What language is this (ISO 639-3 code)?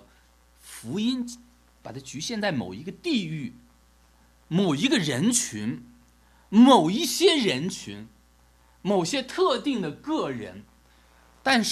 zho